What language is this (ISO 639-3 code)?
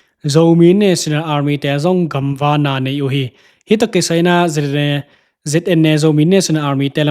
ctd